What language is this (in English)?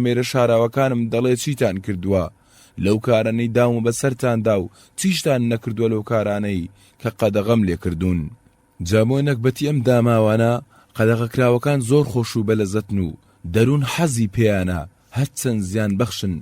Central Kurdish